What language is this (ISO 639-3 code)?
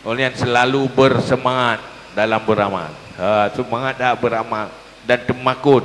ace